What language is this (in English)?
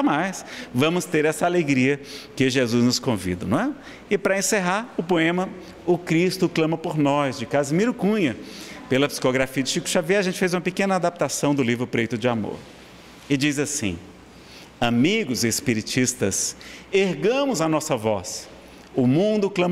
Portuguese